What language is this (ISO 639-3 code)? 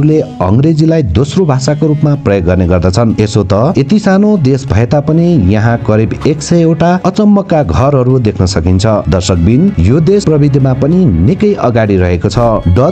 nep